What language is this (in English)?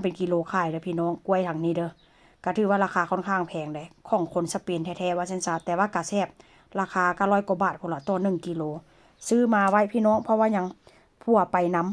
Lao